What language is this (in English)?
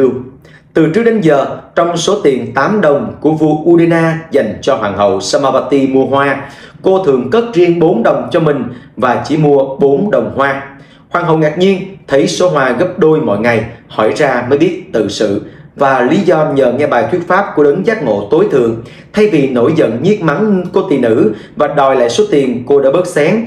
Vietnamese